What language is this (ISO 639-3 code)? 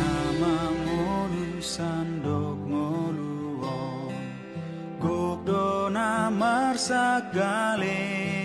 bbc